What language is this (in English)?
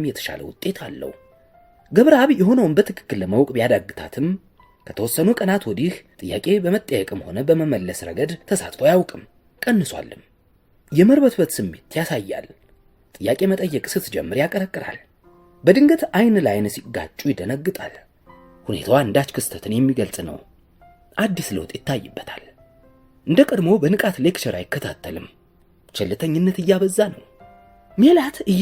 Amharic